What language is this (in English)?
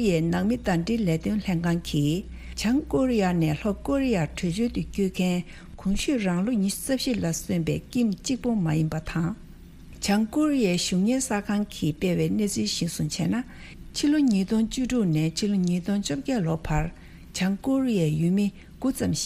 Tibetan